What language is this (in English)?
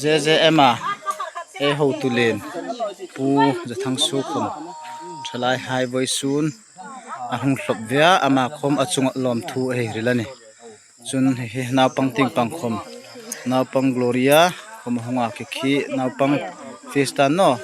Hmar